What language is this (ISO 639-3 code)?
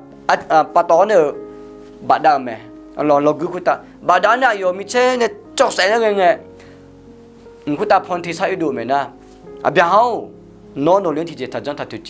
ahk